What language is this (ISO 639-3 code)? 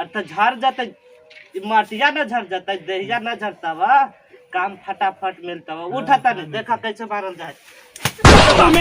mag